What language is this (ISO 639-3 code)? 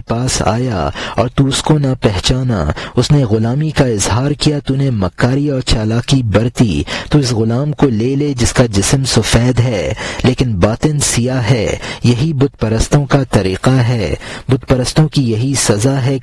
urd